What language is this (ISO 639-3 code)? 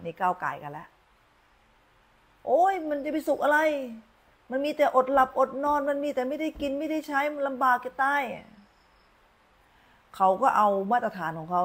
tha